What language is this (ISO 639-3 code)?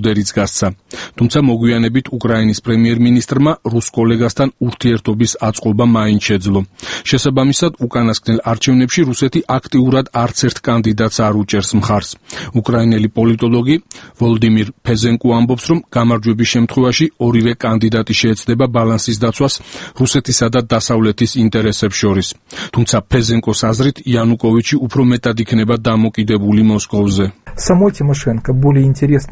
kat